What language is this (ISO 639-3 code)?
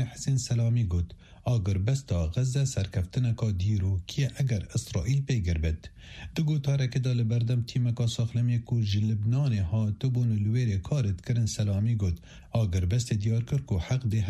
kur